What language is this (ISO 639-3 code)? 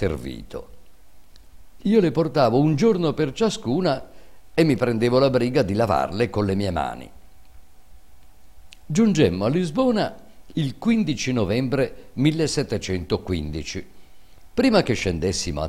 ita